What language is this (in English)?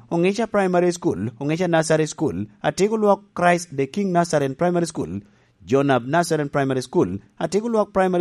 Lango (Uganda)